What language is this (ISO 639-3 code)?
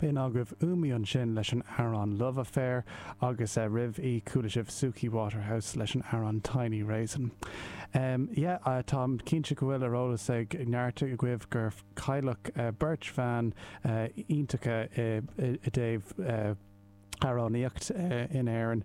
gle